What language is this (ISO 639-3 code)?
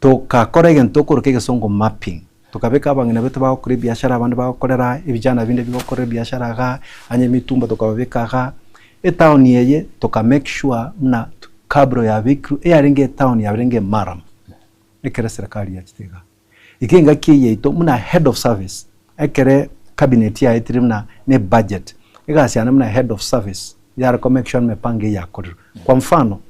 guz